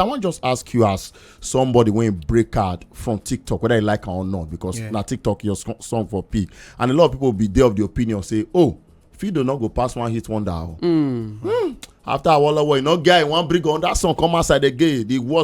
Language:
Nigerian Pidgin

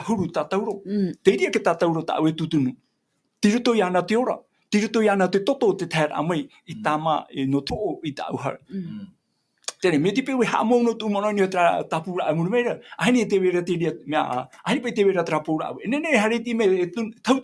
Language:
Tahitian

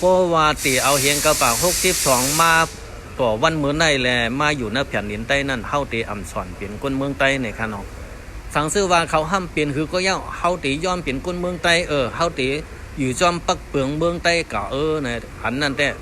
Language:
Shan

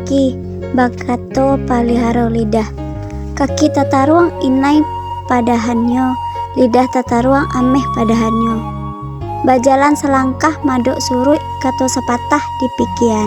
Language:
Minangkabau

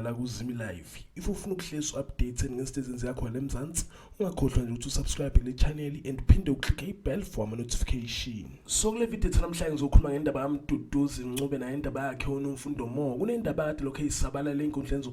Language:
Zulu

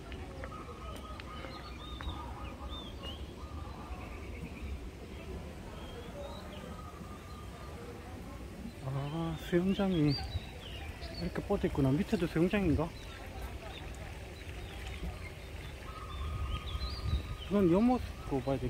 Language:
Korean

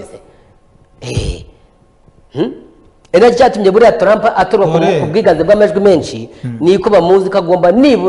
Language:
Kinyarwanda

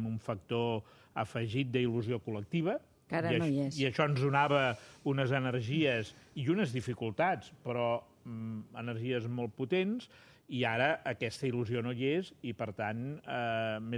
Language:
Catalan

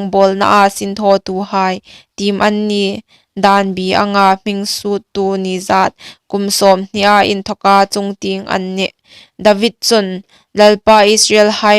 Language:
Hmar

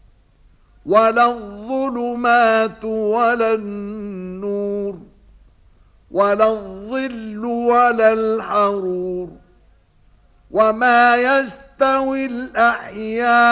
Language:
Arabic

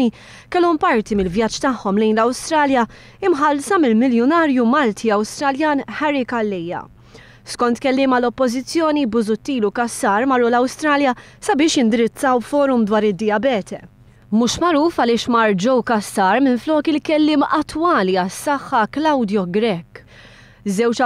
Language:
Maltese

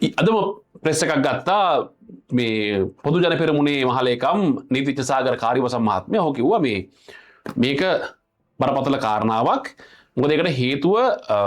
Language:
Sinhala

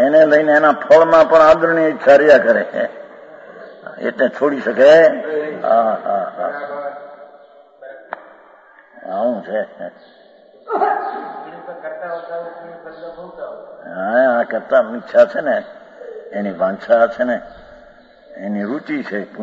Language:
Gujarati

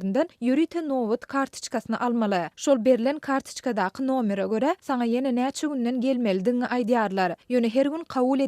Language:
Turkmen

